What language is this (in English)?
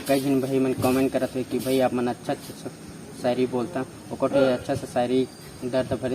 Chhattisgarhi